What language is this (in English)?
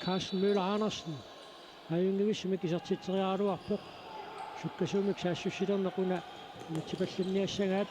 Kalaallisut